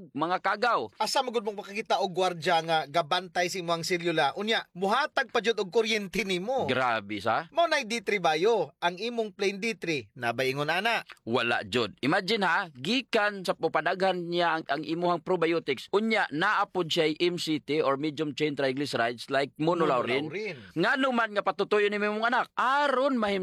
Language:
Cebuano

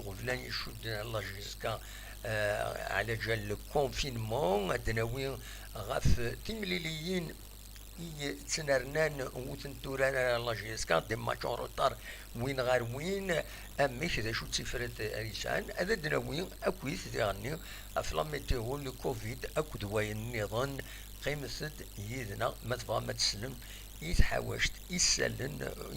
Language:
Kabyle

